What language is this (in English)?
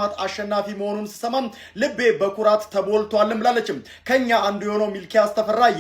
Amharic